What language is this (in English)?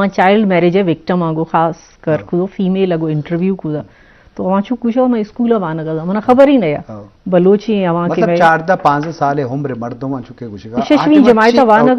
Eastern Balochi